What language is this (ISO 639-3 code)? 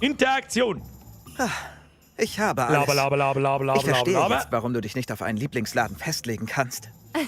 bar